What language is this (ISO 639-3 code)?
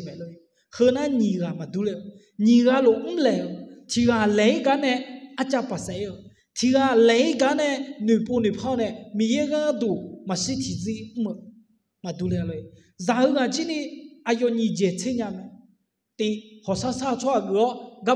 ahk